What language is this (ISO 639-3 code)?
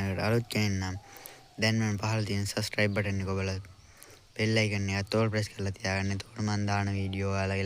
sin